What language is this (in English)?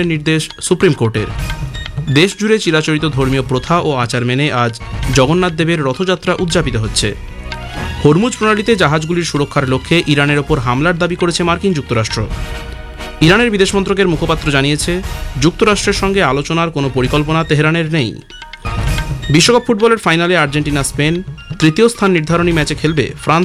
Bangla